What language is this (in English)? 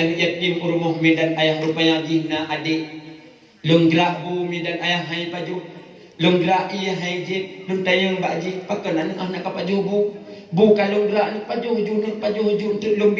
Achinese